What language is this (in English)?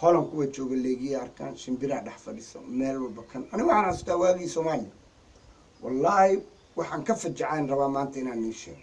Somali